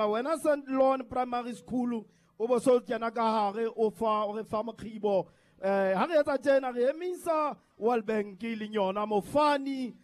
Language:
Southern Sotho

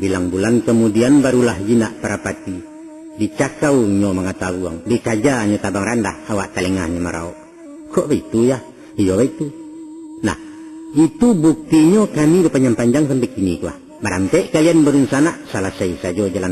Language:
Minangkabau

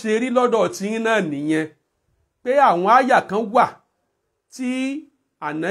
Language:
Yoruba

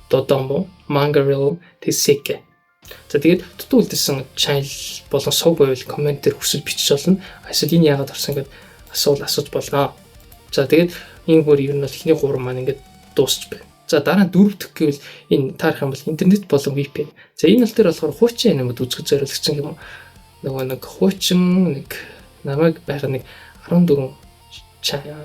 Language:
Mongolian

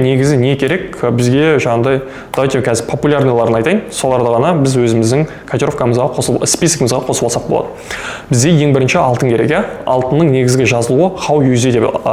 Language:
Kazakh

